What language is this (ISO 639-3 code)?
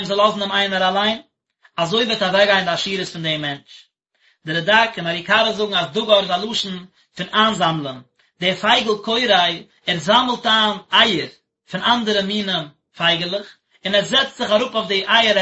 yid